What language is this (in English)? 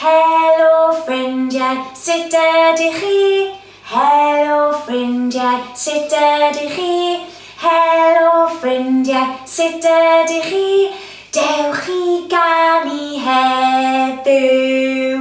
Welsh